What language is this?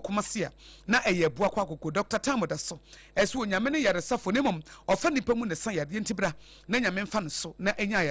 Akan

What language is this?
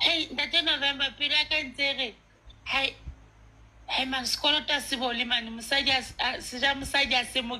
Southern Sotho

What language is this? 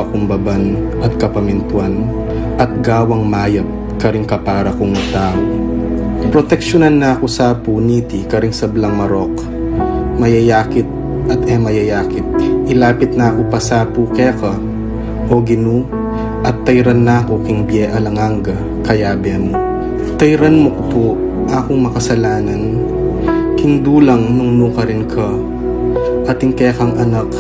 Pampanga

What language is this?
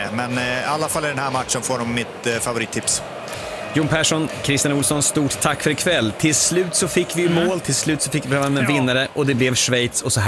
Swedish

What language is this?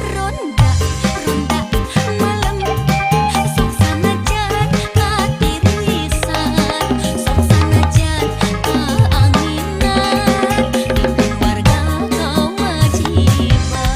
Sundanese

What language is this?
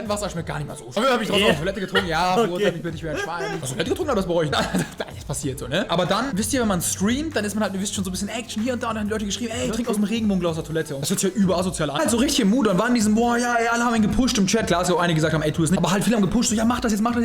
Swiss German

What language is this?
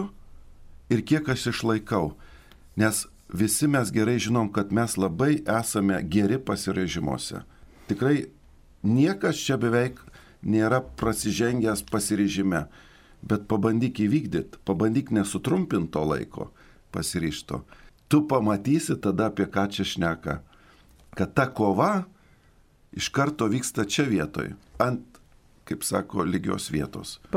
Lithuanian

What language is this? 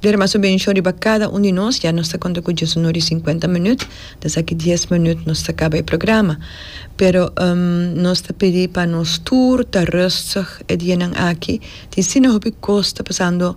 Papiamento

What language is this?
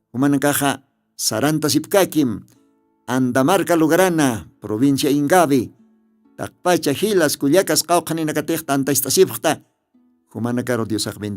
Aymara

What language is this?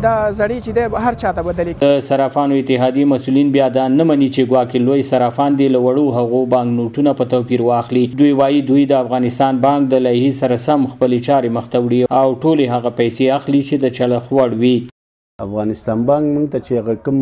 Pashto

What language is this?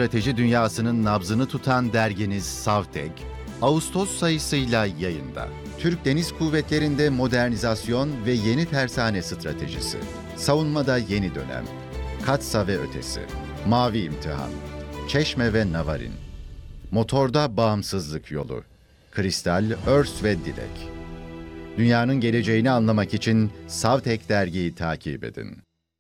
Turkish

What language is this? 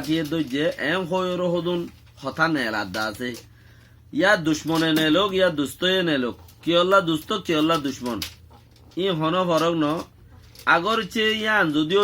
Rohingya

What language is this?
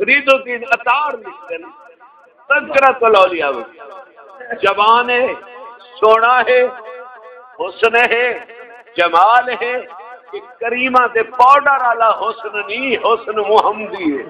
Saraiki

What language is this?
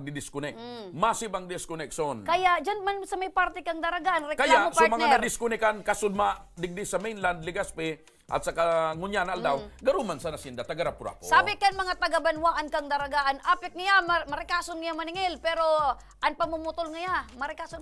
Bikol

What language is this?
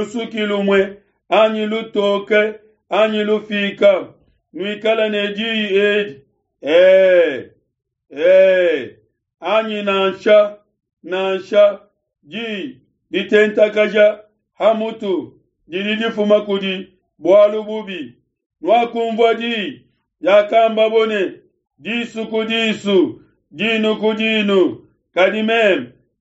Luba-Lulua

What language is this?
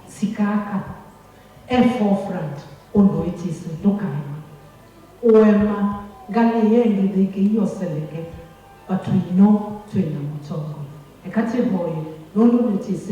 Kamba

